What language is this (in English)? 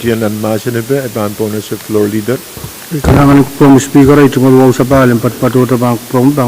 Pohnpeian